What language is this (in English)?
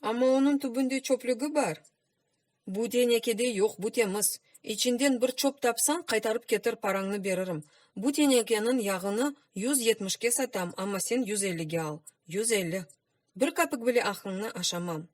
Crimean Tatar